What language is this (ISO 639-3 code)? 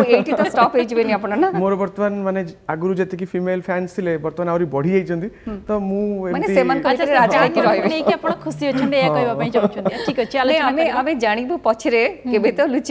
ori